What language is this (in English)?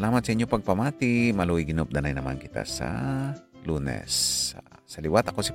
Hiligaynon